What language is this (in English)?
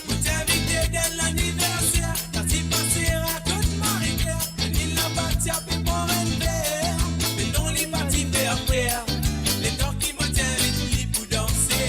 Morisyen